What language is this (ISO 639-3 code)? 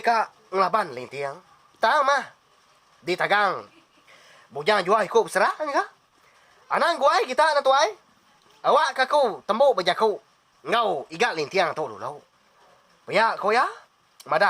iba